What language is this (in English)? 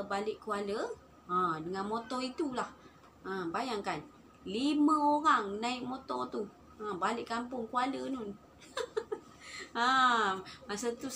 Malay